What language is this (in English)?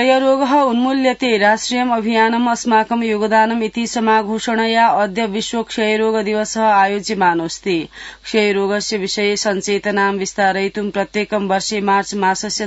Sanskrit